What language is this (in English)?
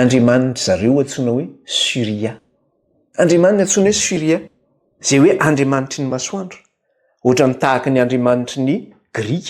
Malagasy